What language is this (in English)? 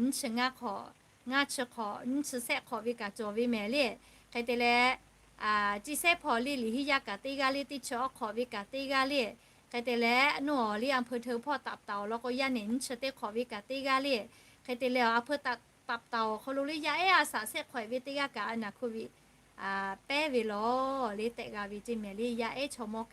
Lahu